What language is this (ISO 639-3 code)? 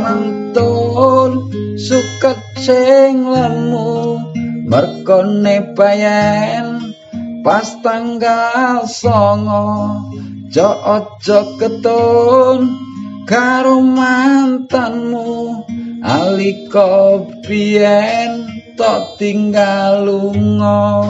jav